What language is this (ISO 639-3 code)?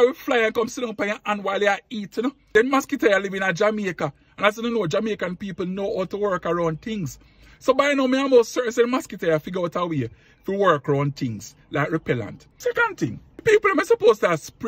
jam